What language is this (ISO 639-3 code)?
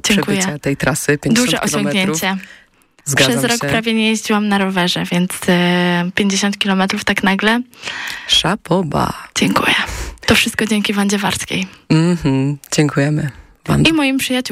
pol